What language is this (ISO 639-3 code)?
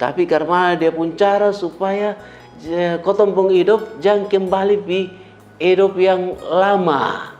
mkn